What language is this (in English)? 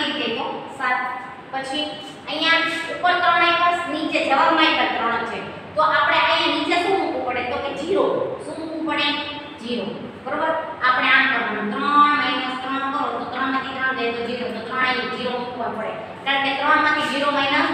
Gujarati